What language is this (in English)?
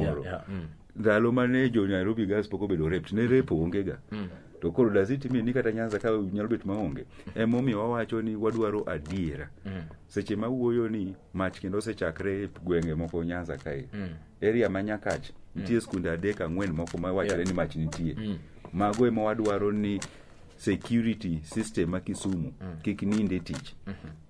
Luo (Kenya and Tanzania)